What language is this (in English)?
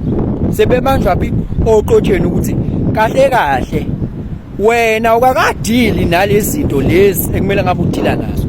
Zulu